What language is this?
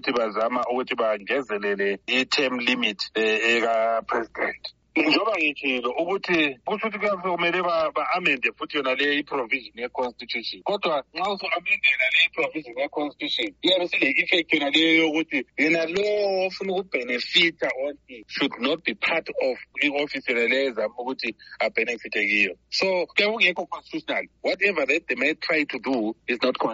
North Ndebele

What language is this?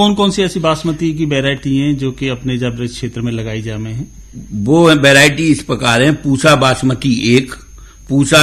Hindi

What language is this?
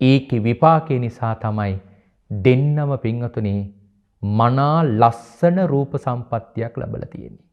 Sinhala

